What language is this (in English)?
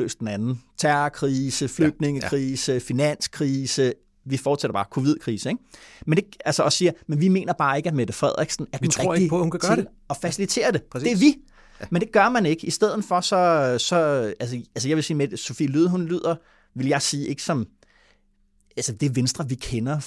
Danish